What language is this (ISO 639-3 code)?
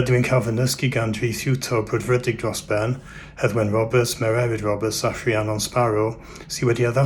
cym